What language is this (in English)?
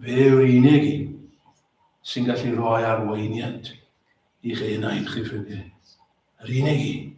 Welsh